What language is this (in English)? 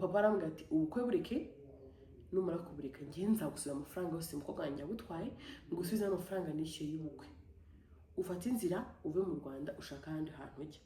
Kinyarwanda